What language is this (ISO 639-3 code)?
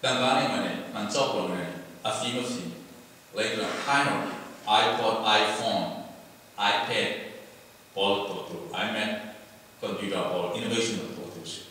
cfm